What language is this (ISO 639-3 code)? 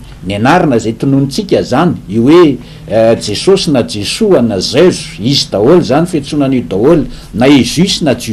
mlg